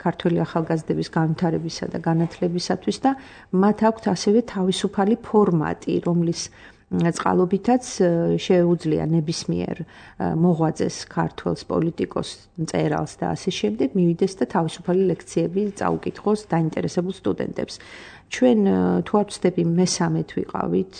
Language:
Georgian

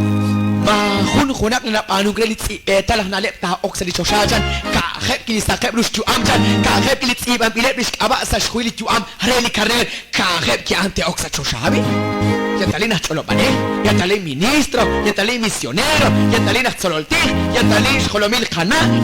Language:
Kekchí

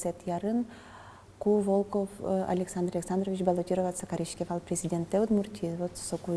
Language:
Udmurt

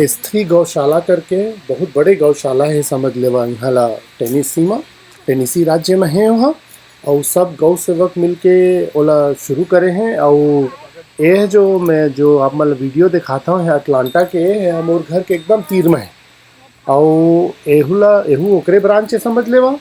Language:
Chhattisgarhi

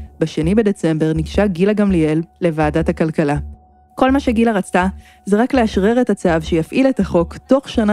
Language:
Hebrew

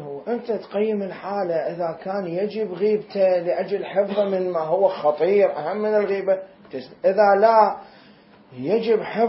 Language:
Mesopotamian Arabic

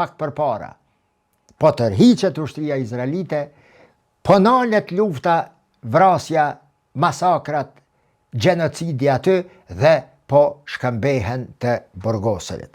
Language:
Albanian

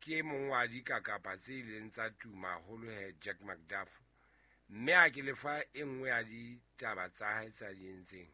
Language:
Southern Sotho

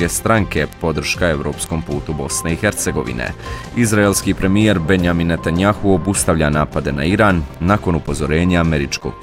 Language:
Bosnian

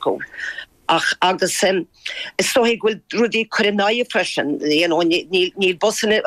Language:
Irish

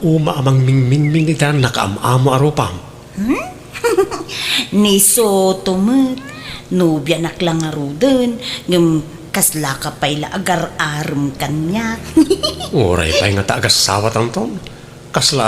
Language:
Iloko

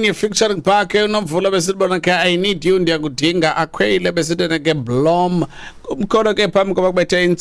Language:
Xhosa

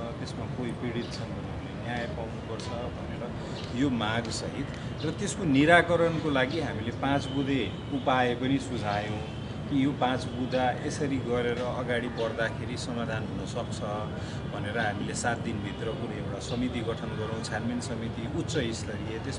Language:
Nepali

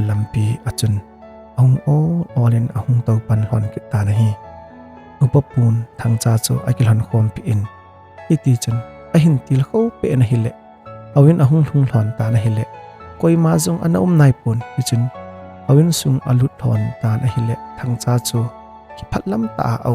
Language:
Thado Chin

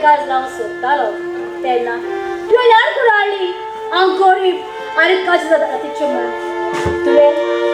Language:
Konkani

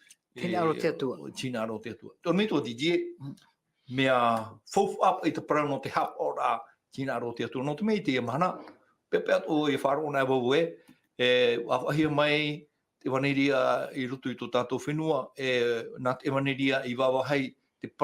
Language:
Tahitian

